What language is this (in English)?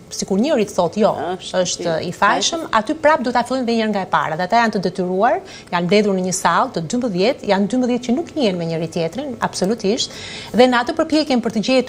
Albanian